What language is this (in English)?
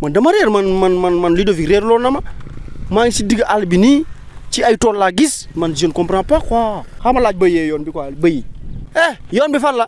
Wolof